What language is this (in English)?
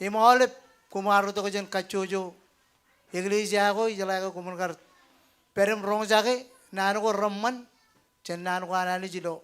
Marshallese